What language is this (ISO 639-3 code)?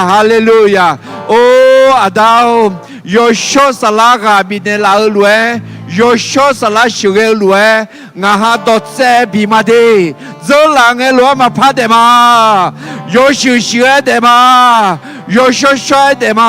ahk